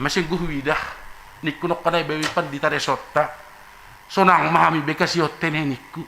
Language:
Batak Simalungun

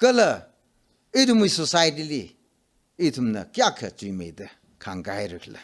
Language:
Tangkhul Naga (India)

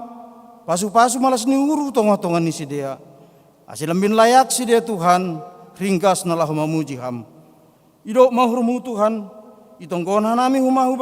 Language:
Batak Simalungun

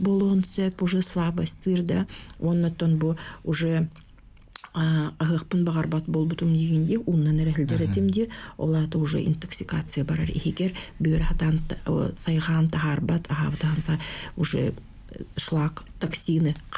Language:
Yakut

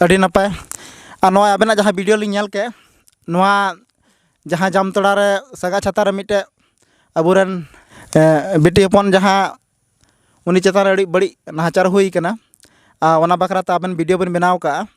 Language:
Santali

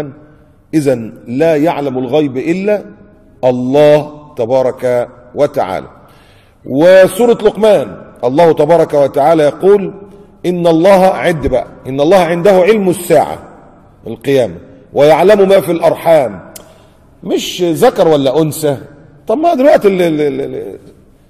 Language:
Egyptian Arabic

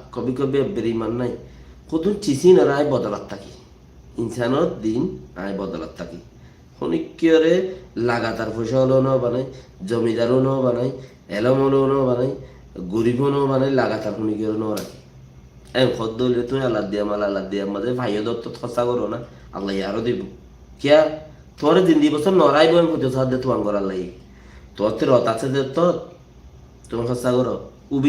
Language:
Rohingya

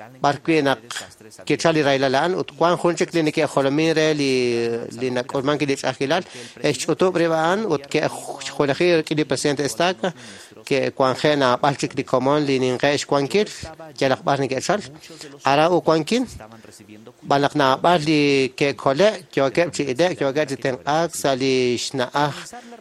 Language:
Kekchí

